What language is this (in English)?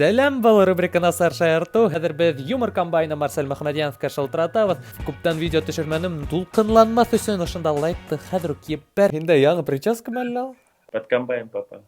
Bashkir